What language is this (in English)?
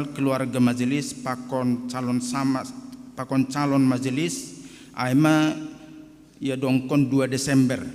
Batak Simalungun